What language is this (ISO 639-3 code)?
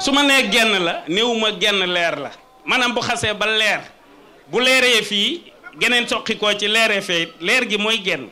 wol